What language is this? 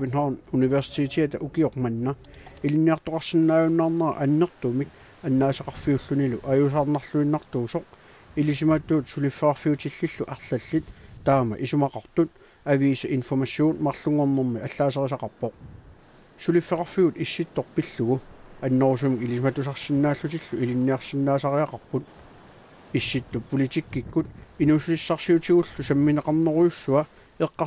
Kalaallisut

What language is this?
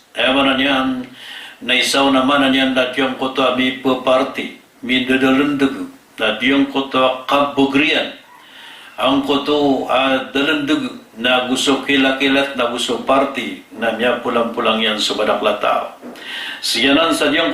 Maranao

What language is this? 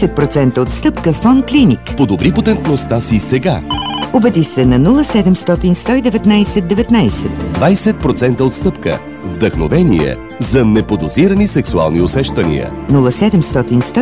Bulgarian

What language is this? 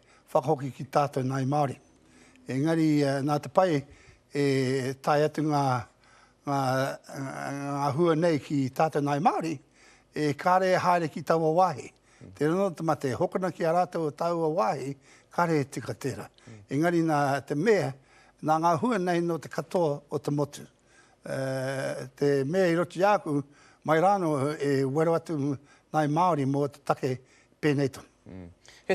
Māori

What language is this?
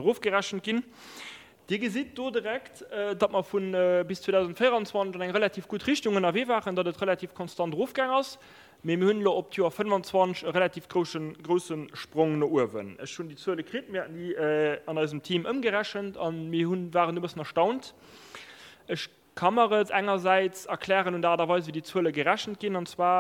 Luxembourgish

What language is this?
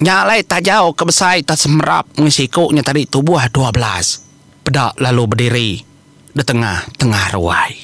Iban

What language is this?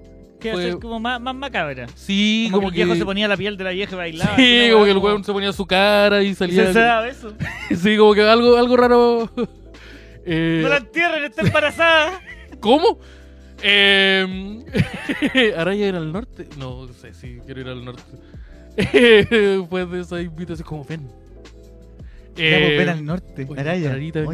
Spanish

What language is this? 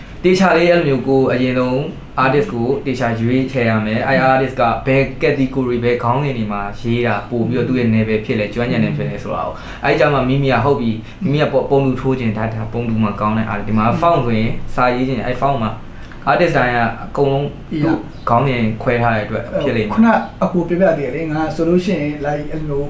Burmese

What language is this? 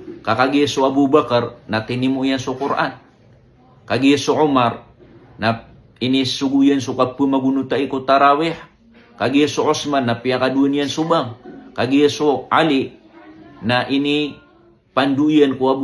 Maranao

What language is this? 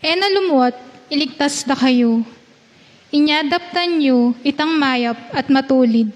Pampanga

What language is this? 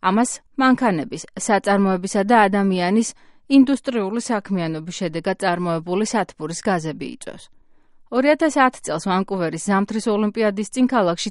Georgian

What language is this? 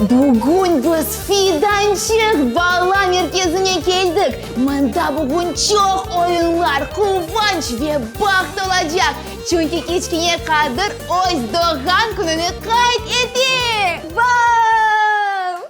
Crimean Tatar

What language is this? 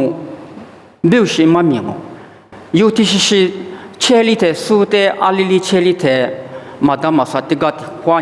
Lisu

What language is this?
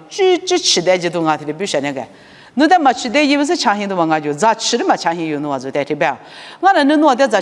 Lisu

